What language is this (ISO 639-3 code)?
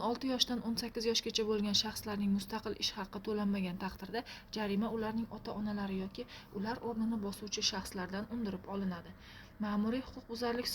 uzb